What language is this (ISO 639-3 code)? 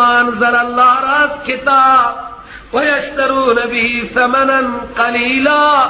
fas